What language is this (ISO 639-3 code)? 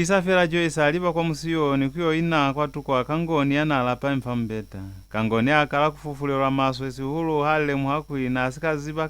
loz